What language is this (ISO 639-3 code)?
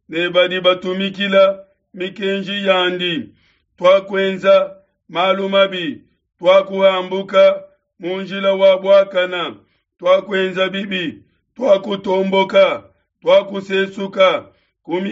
lua